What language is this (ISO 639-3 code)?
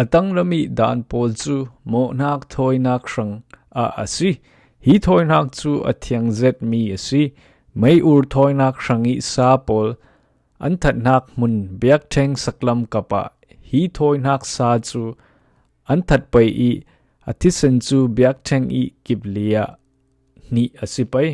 cfm